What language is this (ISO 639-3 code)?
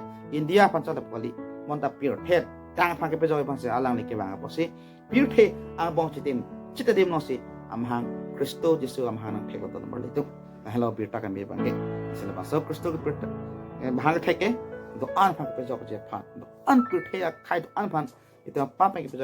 mjw